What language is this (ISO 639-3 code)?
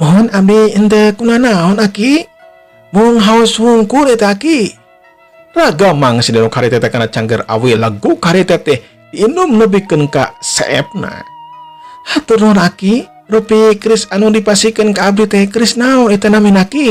sun